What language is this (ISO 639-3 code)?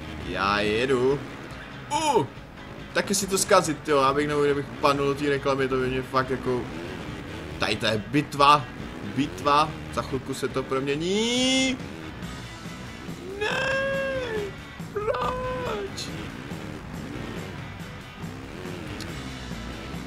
ces